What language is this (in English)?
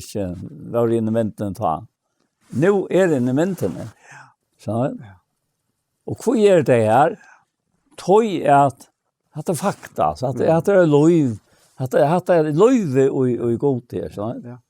Faroese